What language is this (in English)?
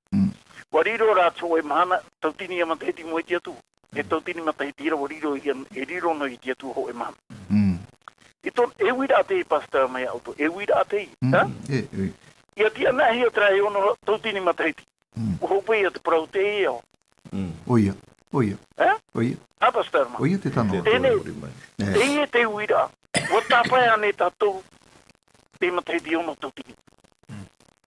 Tahitian